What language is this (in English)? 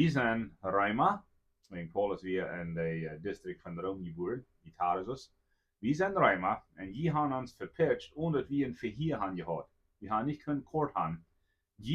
Plautdietsch